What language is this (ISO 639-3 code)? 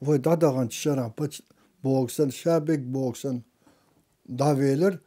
che